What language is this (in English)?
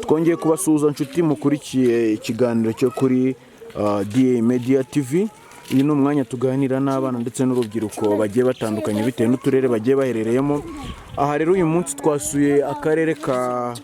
Kinyarwanda